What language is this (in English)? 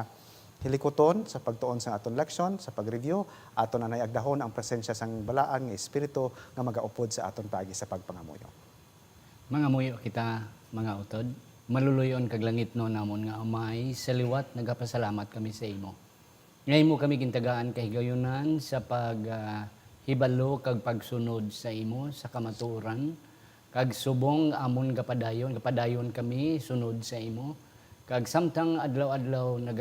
Hiligaynon